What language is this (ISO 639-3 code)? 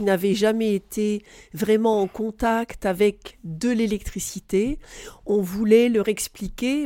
fra